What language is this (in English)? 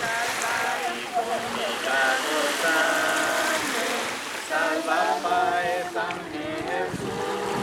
Papiamento